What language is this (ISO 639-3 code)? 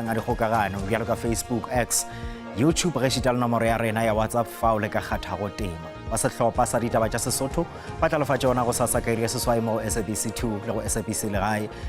tsn